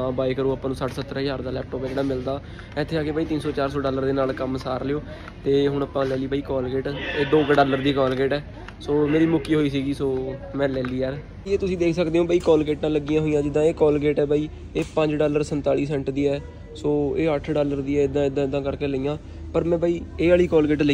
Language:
Punjabi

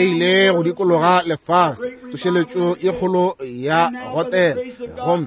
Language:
Northern Sotho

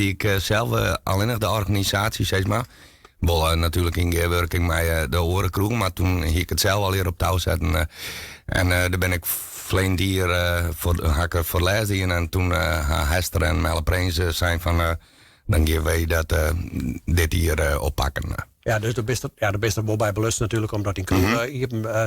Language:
Western Frisian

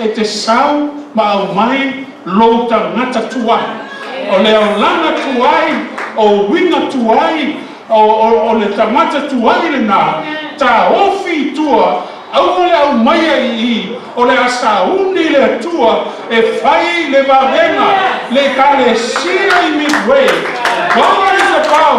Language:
Samoan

